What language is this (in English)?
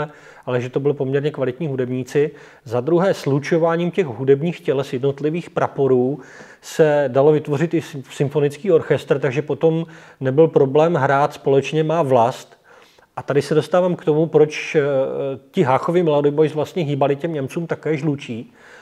Czech